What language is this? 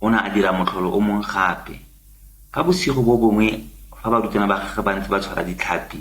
Tswana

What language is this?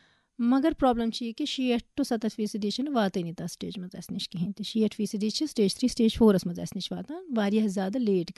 Kashmiri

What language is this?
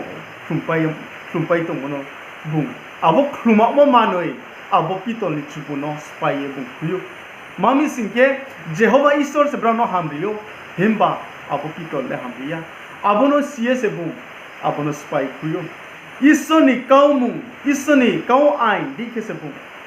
Riang (India)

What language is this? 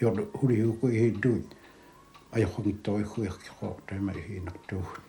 Kalaallisut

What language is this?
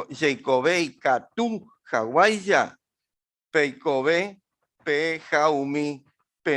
Guarani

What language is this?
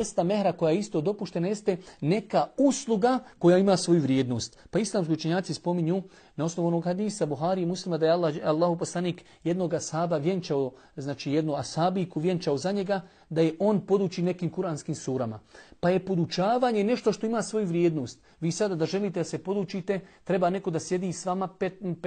Bosnian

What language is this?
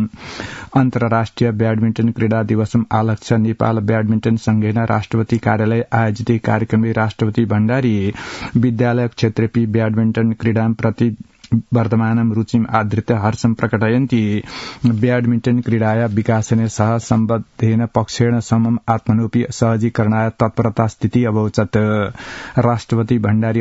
Sanskrit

